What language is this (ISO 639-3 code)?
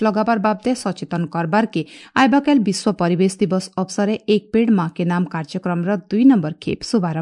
ori